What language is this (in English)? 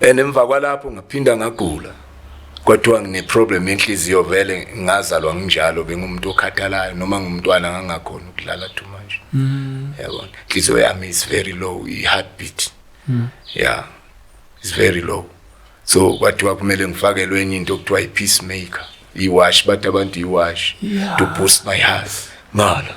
Zulu